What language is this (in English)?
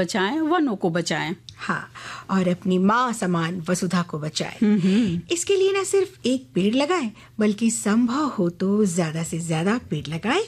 Hindi